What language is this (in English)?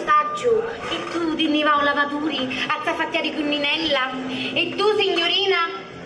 Sicilian